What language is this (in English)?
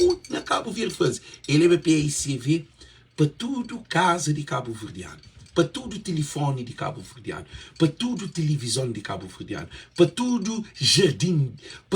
Kabuverdianu